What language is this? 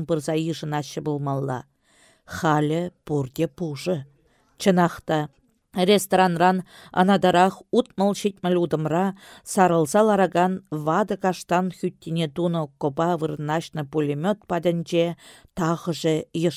Chuvash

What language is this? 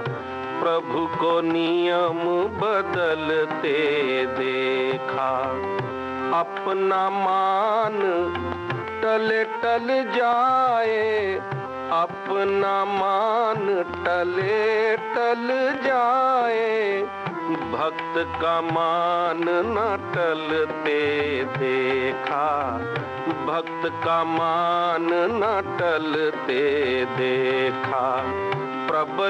Hindi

